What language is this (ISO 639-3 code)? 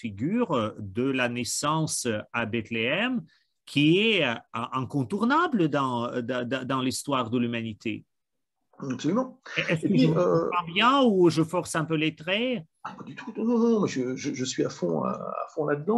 fra